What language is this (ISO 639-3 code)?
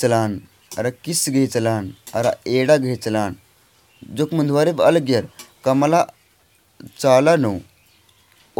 kru